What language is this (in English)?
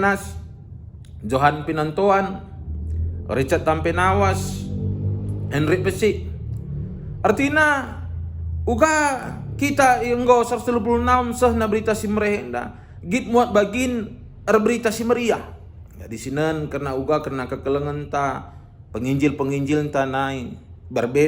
Batak Karo